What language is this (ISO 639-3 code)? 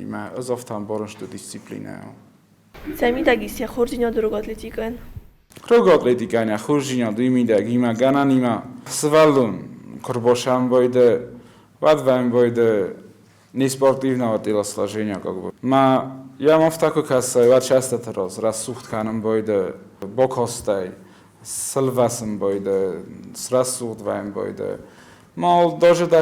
oss